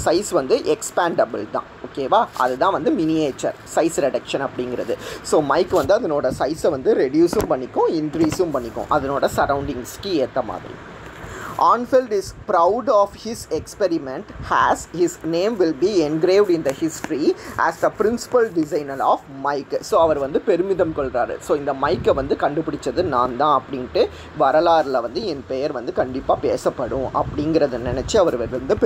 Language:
Tamil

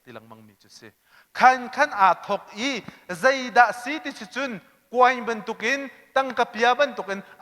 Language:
Hakha Chin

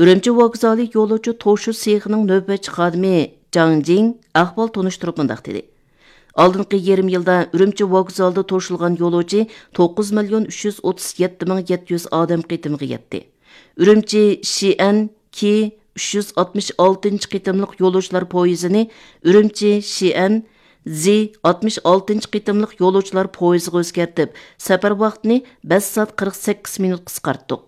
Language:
Uyghur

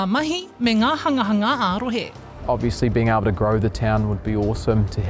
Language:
Māori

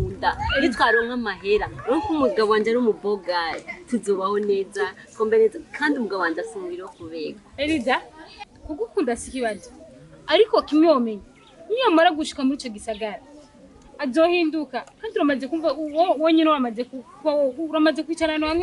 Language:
Rundi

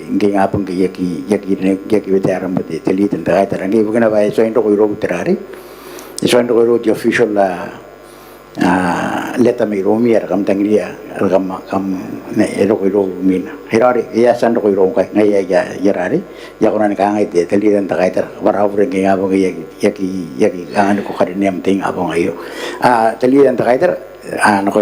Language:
Gilbertese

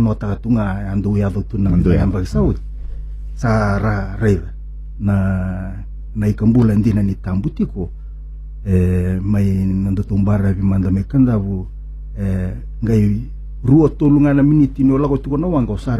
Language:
Fijian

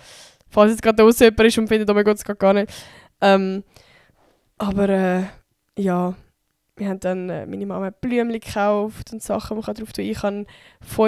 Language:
Swiss German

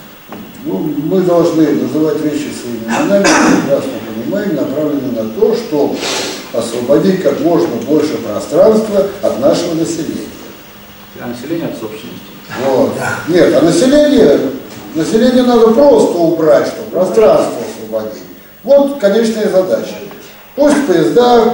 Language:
Russian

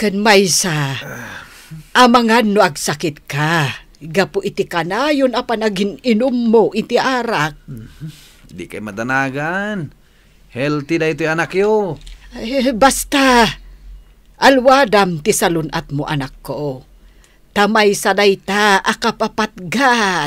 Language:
Iloko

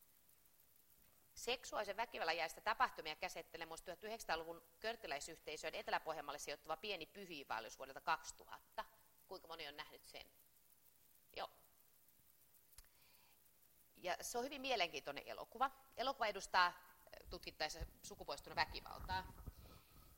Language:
Finnish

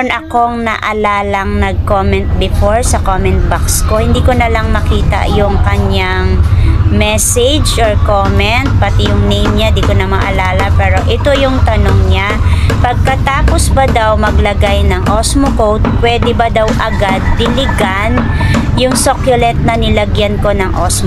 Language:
Filipino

